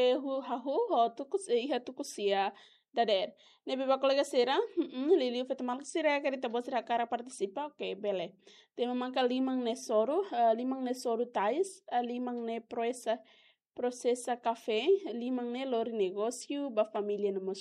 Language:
Tetum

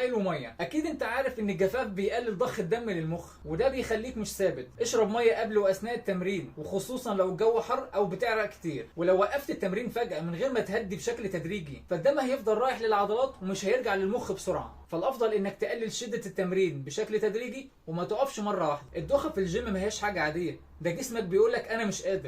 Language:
Egyptian Arabic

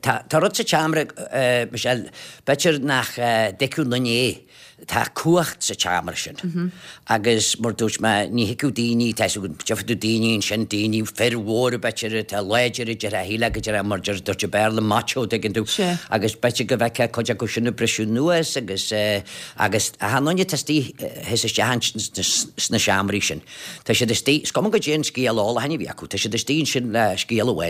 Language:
Irish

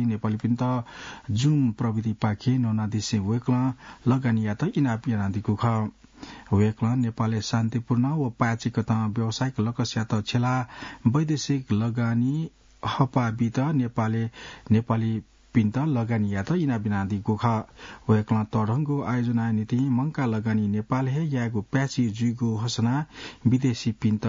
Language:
Newari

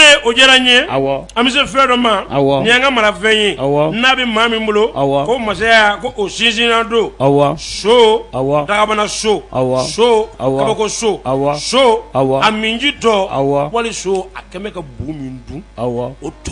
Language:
Bambara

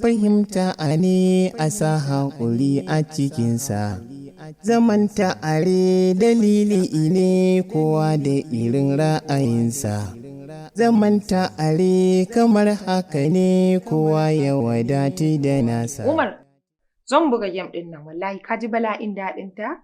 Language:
Hausa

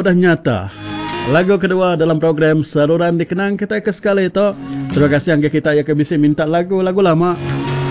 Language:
Iban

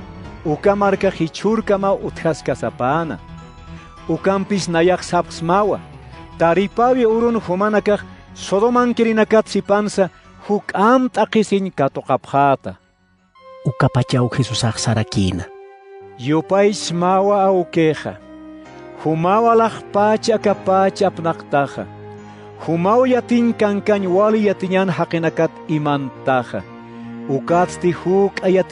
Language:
Aymara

